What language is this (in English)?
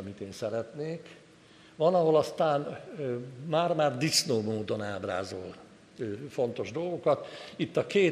Hungarian